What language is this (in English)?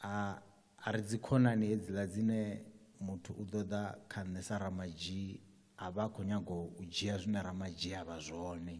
Venda